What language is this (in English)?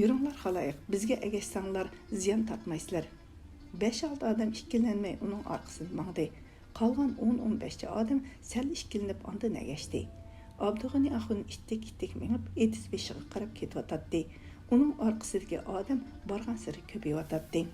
Uyghur